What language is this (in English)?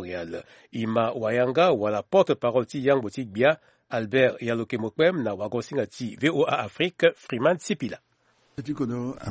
Sango